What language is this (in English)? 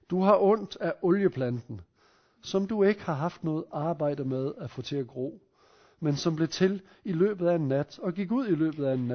Danish